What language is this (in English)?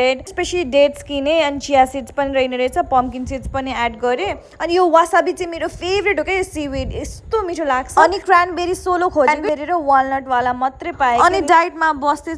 Nepali